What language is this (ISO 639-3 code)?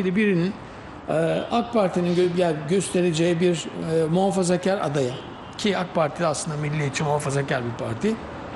tur